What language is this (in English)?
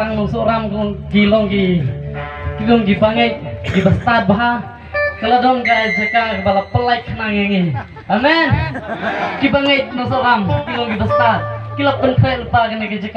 Khasi